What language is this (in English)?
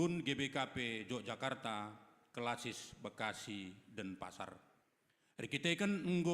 Batak Karo